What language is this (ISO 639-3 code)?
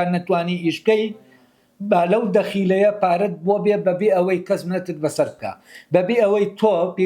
ckb